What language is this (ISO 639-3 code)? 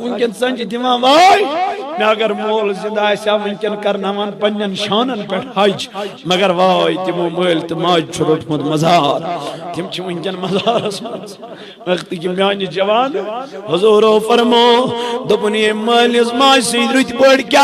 kas